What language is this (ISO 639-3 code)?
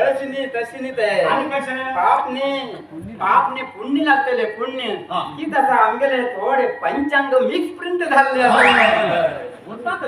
kok